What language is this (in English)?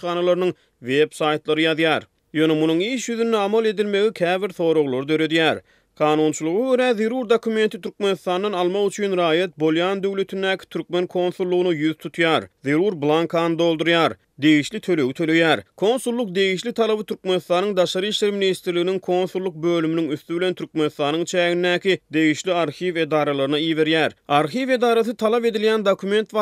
Turkmen